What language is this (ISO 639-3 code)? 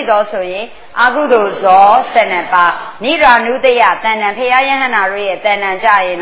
mya